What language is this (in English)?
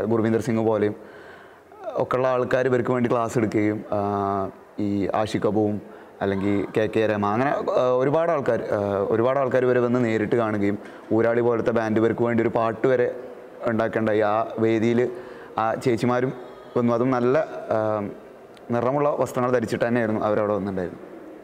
Malayalam